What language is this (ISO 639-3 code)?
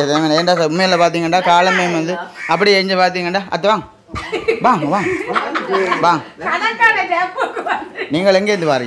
tam